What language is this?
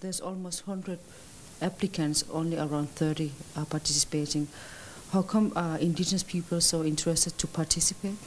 Kalaallisut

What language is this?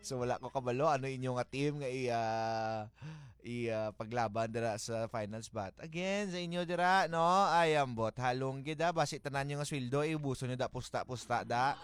Hiligaynon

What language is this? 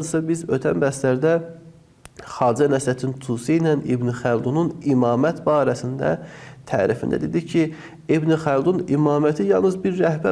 Azerbaijani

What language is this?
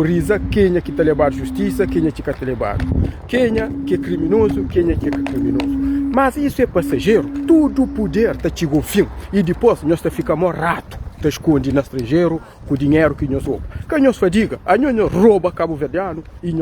Kabuverdianu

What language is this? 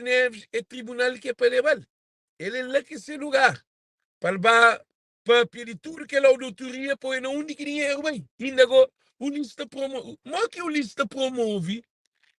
Kabuverdianu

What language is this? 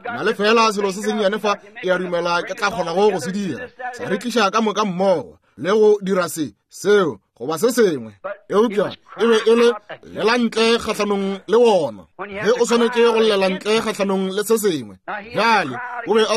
Northern Sotho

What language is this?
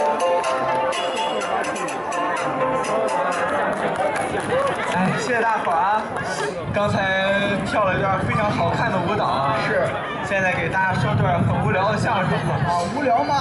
Chinese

